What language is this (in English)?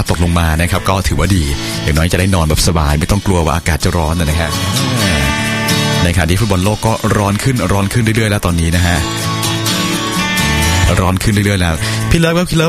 Thai